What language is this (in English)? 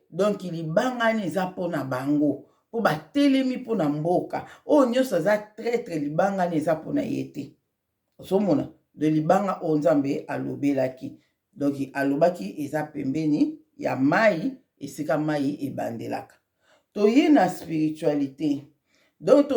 Lingala